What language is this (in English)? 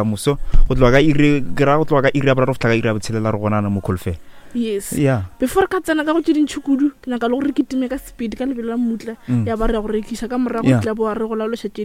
Northern Sotho